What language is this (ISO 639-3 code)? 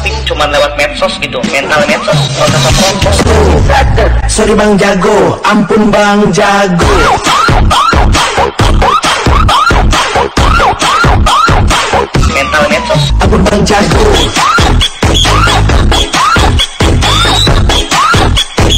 ind